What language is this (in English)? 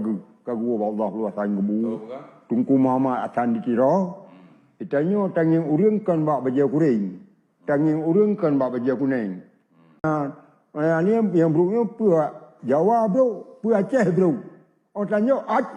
Achinese